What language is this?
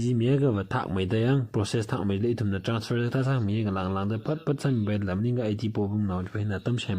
Tangkhul Naga (India)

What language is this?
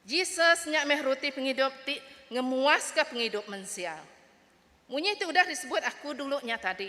Iban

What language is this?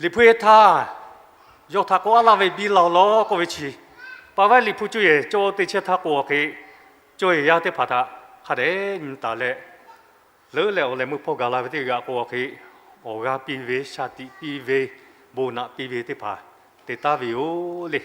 Lahu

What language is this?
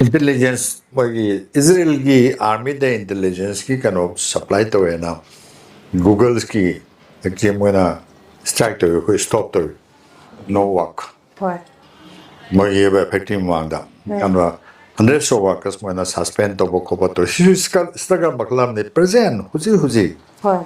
Manipuri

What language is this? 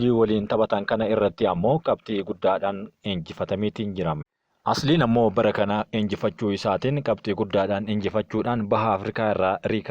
Oromo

